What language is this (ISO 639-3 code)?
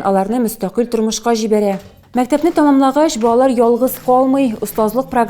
tat